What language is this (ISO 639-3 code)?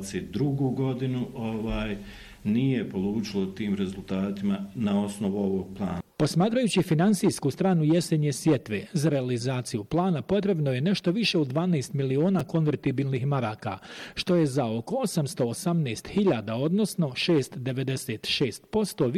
bos